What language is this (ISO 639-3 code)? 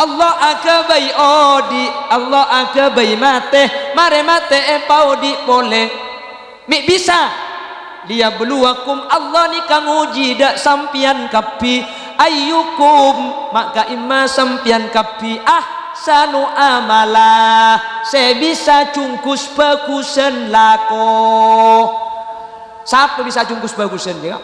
mad